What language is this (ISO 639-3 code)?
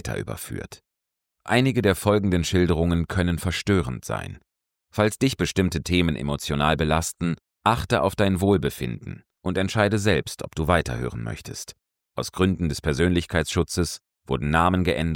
deu